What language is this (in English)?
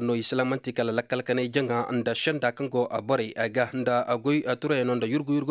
Koyraboro Senni